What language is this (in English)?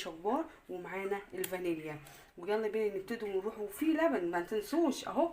Egyptian Arabic